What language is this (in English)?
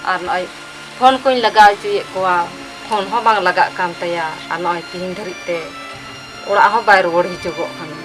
Santali